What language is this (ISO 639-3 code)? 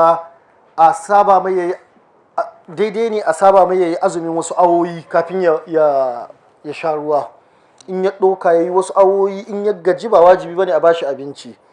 hau